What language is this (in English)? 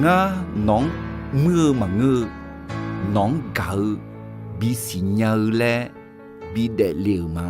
Akha